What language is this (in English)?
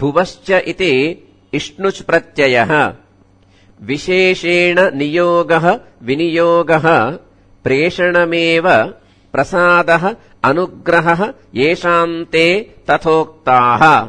Sanskrit